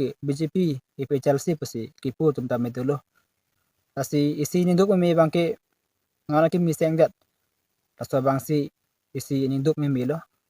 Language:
Karbi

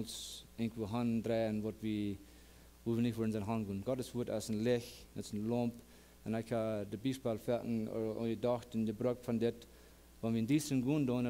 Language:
Plautdietsch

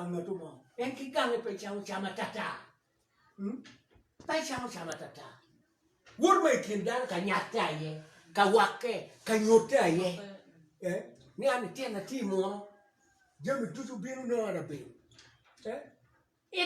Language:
Acoli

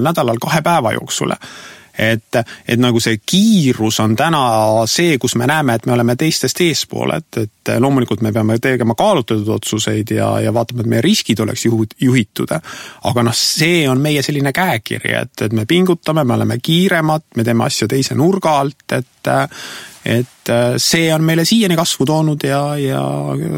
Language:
Estonian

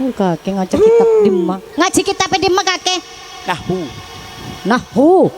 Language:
Madurese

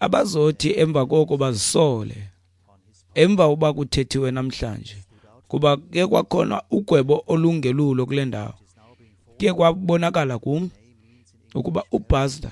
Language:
Xhosa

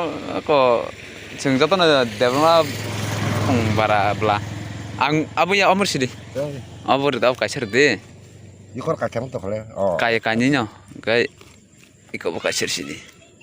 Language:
Kok Borok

